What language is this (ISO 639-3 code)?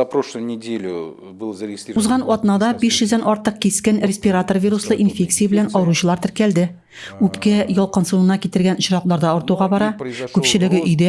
tat